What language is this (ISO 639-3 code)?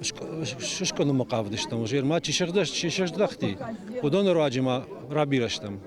oss